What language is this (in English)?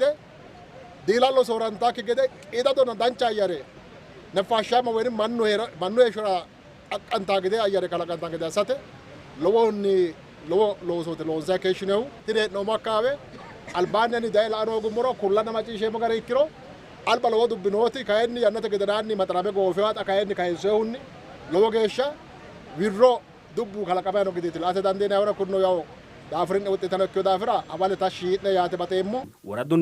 Sidamo